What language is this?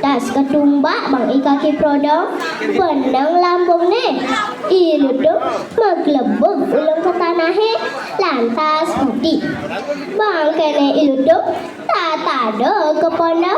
Balinese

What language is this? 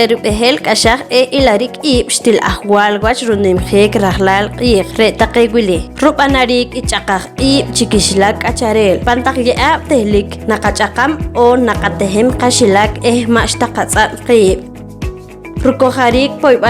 Poqomchi'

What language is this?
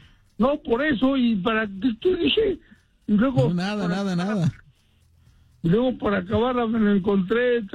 Spanish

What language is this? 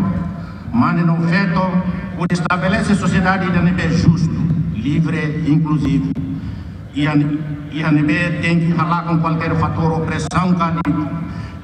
Tetum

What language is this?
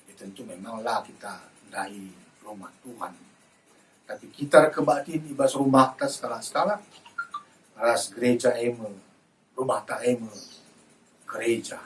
Batak Karo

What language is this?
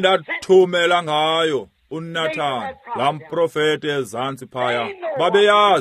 Xhosa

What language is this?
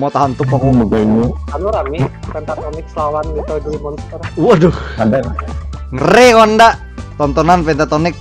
Banjar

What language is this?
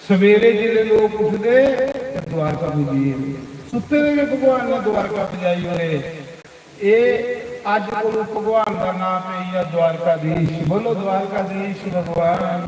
Dogri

